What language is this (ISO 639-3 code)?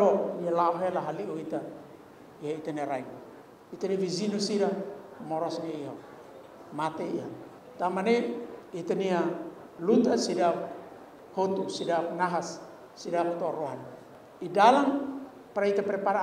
tet